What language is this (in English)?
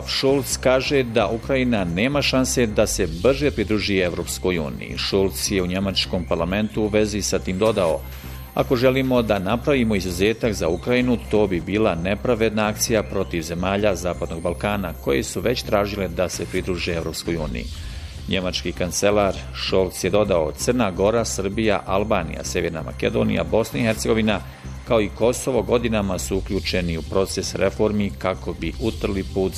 Bosnian